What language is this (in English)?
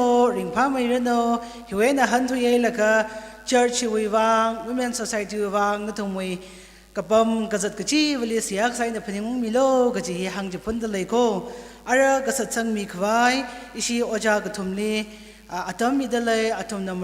Tangkhul Naga (India)